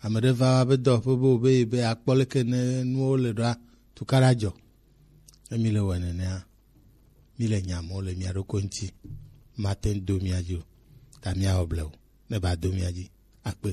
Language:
Gen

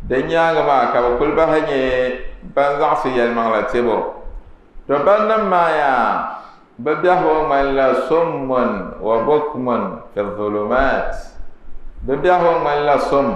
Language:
Dagbani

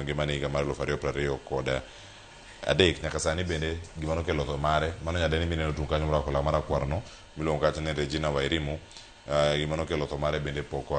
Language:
Luo (Kenya and Tanzania)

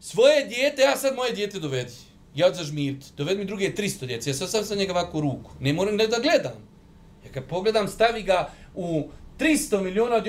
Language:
Bosnian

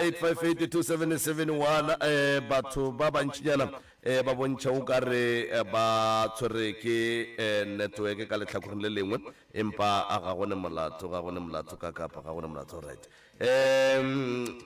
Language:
Northern Sotho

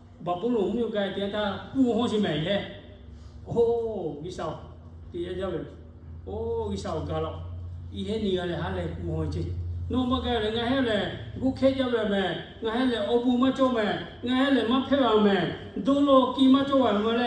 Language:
Lahu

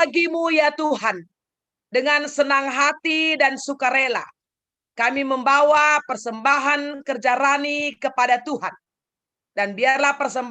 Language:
Batak Karo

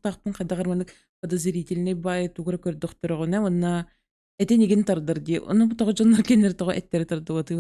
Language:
Yakut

